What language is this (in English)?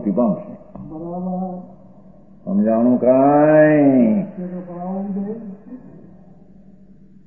Gujarati